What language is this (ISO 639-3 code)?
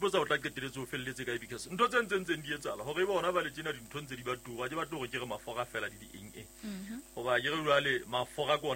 sot